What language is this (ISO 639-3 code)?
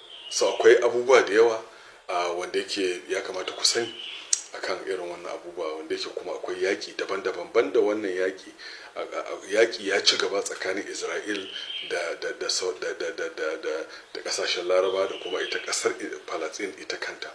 hau